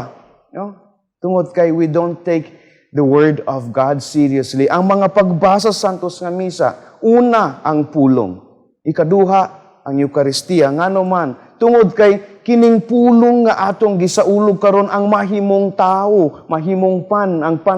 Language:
Cebuano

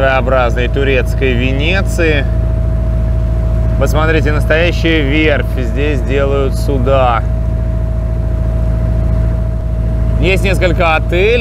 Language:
Russian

